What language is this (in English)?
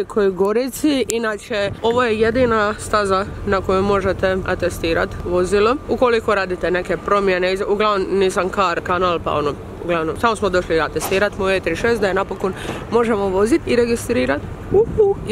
Croatian